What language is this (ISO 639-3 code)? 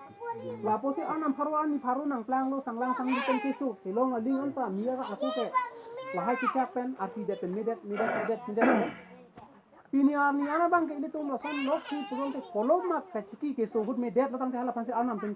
mjw